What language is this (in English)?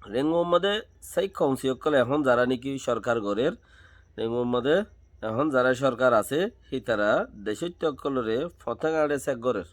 Rohingya